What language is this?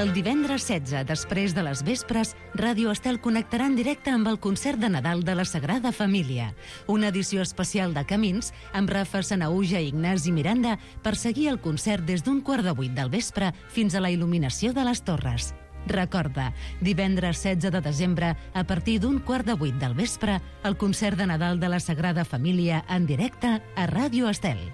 Catalan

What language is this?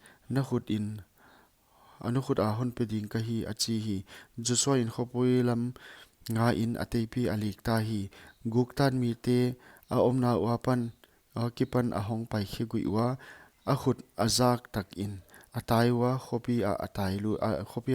Paite Chin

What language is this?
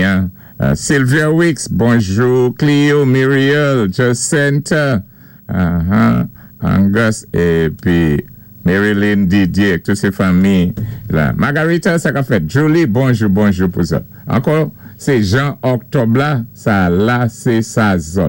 Saint Lucian Creole French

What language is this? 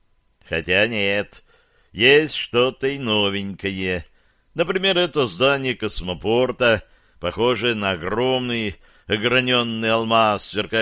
Russian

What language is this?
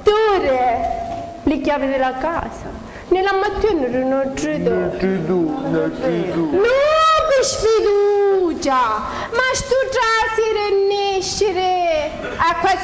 Sicilian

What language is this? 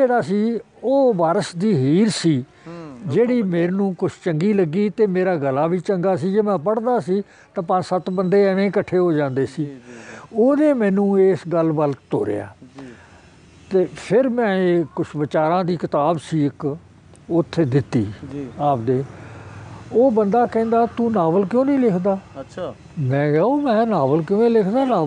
Punjabi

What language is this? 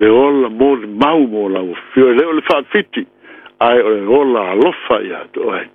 Samoan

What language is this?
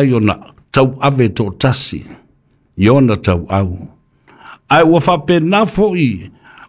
Samoan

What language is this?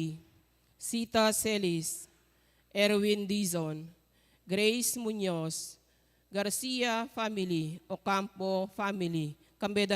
Pampanga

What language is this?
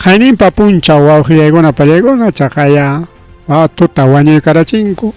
Ayacucho Quechua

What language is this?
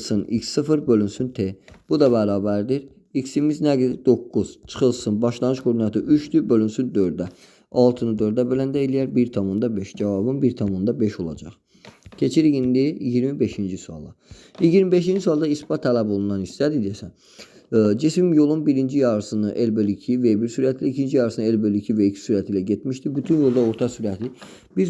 Azerbaijani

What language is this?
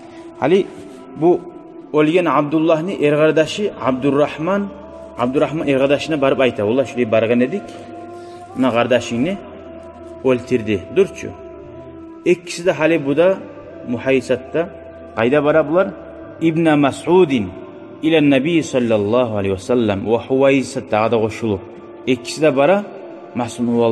Kumyk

